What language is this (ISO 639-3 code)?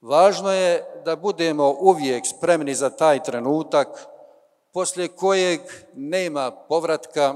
bos